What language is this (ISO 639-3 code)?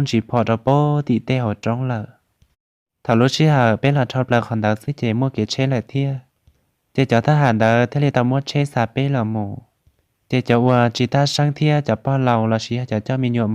hmn